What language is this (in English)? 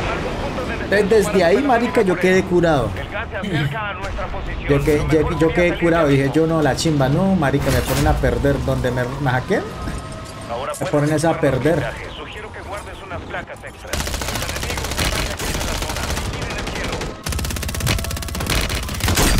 Spanish